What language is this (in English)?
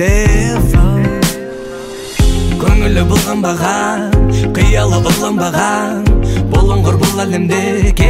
Kazakh